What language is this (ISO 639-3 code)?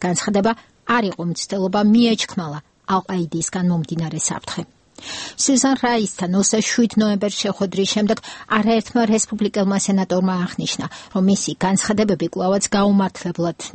kat